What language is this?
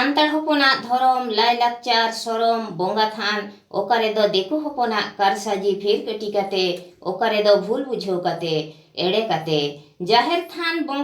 Santali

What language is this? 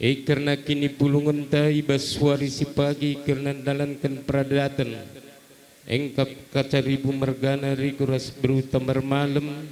Batak Karo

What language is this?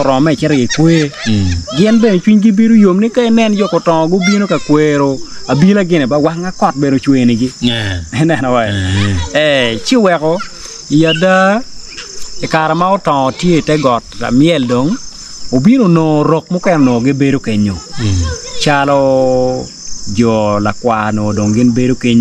Acoli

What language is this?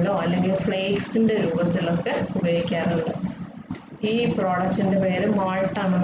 Malayalam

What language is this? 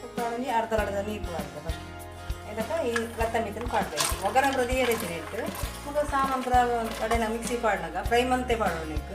Tulu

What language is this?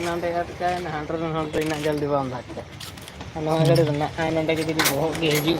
Santali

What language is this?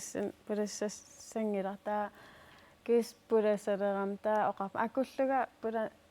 Kalaallisut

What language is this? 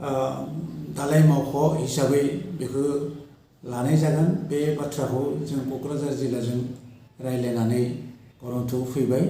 Bodo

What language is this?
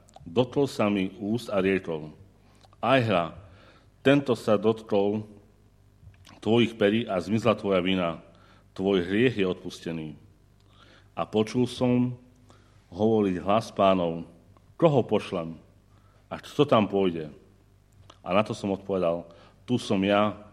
Slovak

